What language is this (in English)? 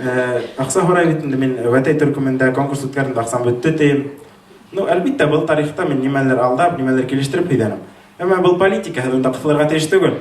Bashkir